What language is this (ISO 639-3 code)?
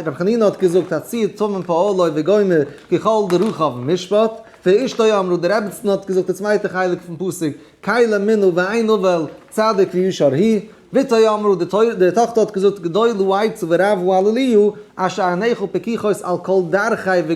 yid